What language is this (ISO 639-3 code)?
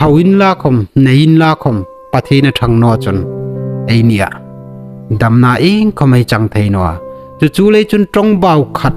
hmr